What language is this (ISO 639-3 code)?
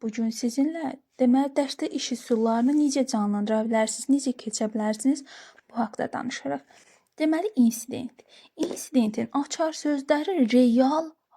aze